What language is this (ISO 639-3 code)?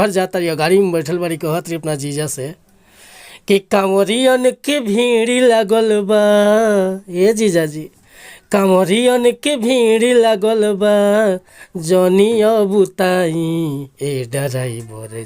bho